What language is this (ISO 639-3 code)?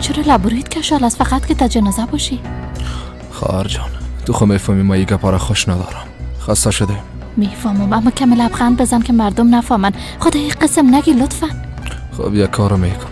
fas